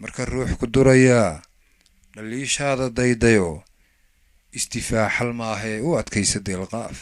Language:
Somali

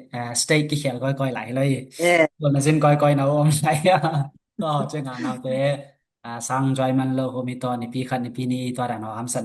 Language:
Tedim Chin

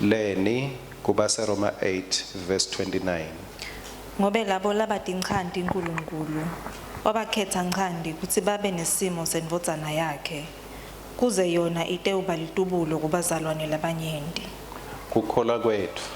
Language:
Swati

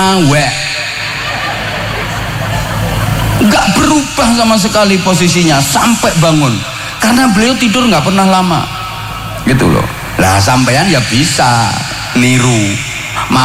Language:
Indonesian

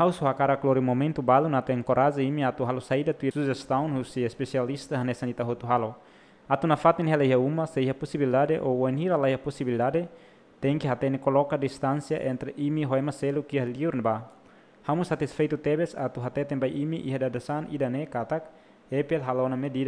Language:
Tetum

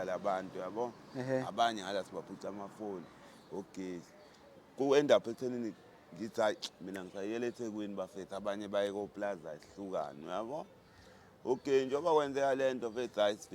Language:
Zulu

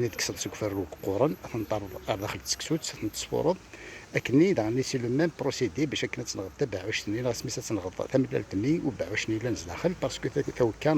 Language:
Kabyle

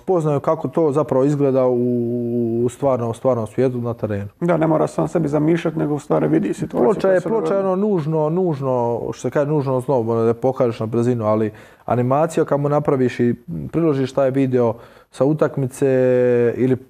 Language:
Croatian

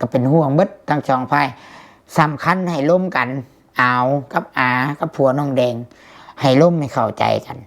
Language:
Lao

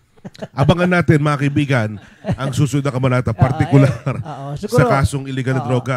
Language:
Filipino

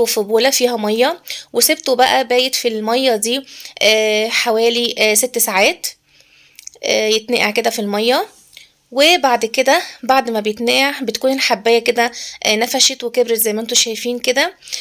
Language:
Egyptian Arabic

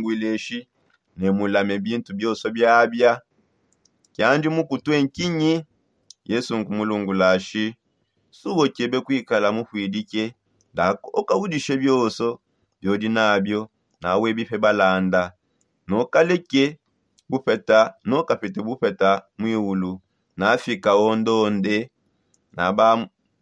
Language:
Songe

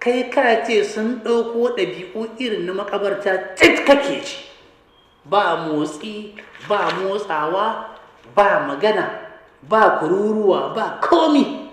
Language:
Hausa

